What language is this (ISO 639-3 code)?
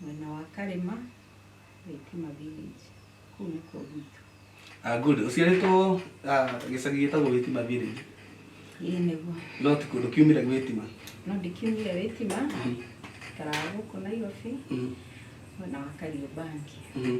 kik